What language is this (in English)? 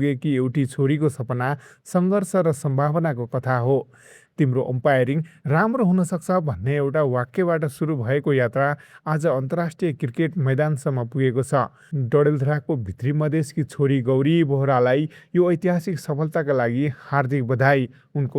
Nepali